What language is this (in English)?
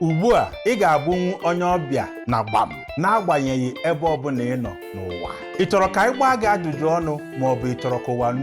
Igbo